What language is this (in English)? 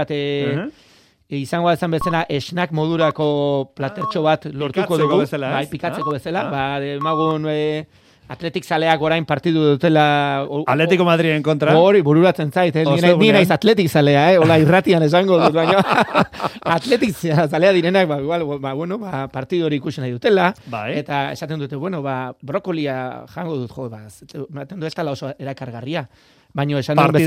Basque